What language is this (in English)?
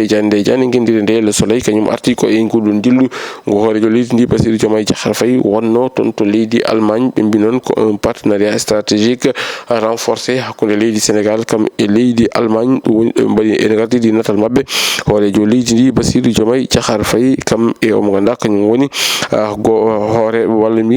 Fula